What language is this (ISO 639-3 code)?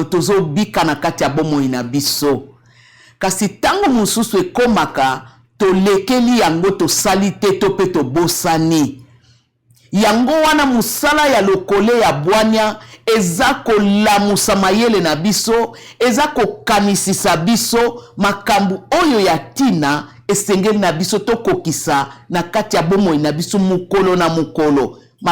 lin